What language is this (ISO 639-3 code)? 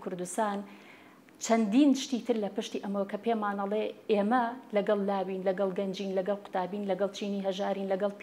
ckb